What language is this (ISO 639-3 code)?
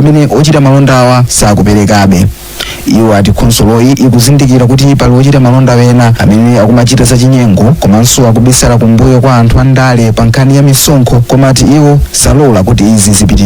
nya